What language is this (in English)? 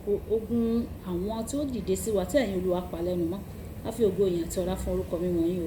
Yoruba